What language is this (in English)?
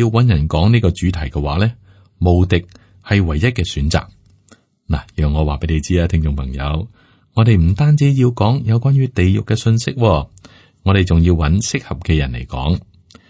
Cantonese